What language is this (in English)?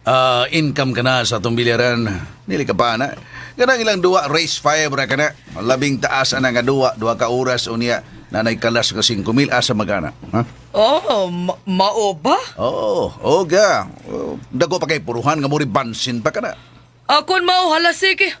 Cebuano